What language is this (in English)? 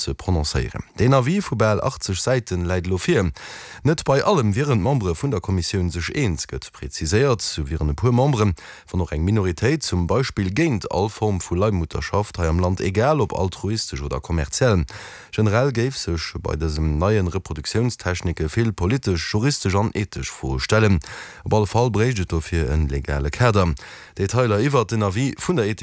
Luxembourgish